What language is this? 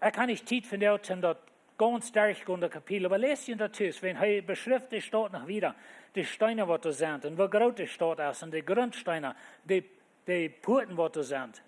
Plautdietsch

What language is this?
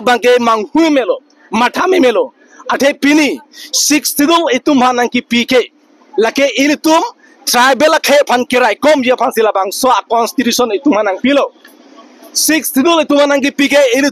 Karbi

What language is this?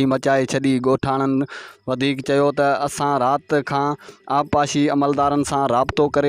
Sindhi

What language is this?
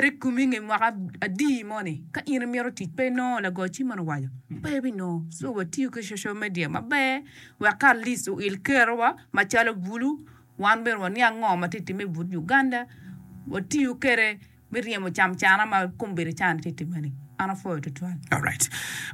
Acoli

